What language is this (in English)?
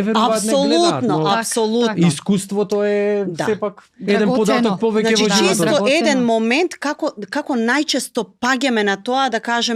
Macedonian